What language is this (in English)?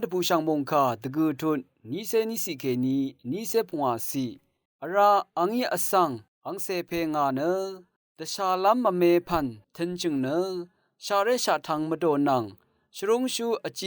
Rawang